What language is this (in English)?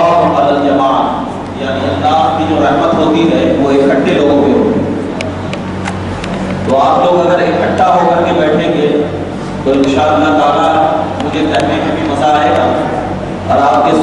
Urdu